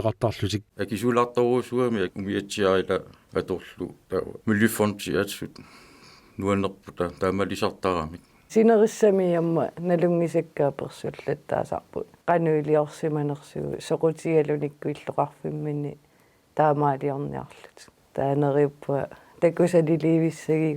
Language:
Kalaallisut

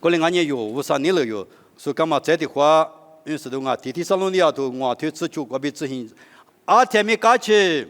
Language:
Lisu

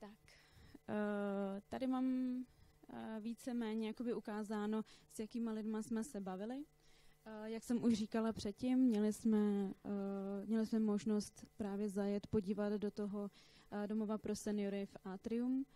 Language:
Czech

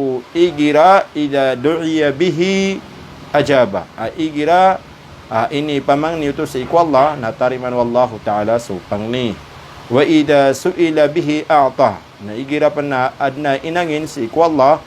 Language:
Maranao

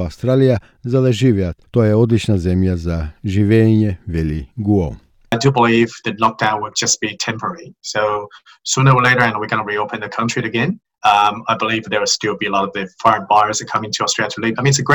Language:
Macedonian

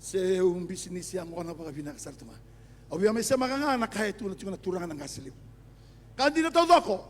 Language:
Fijian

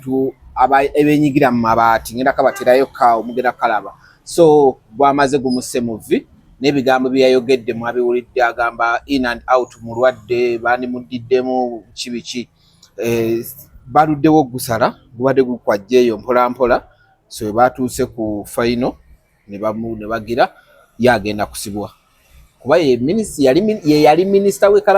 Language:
Ganda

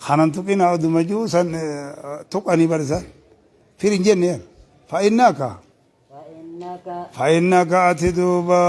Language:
Oromo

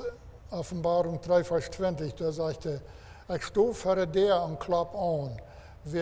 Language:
Plautdietsch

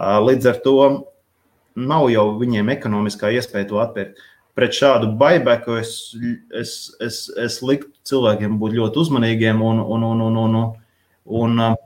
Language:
Latvian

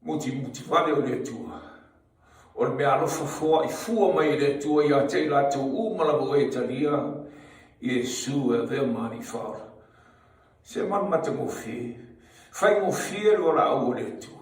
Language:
Samoan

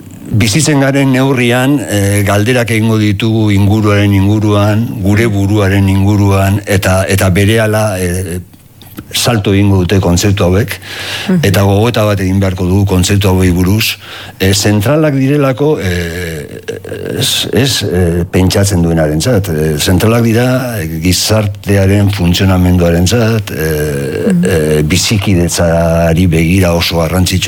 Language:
Basque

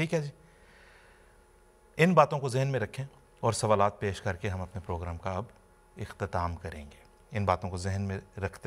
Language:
Urdu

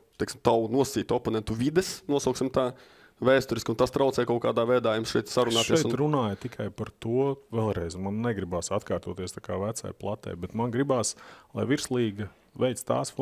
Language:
Latvian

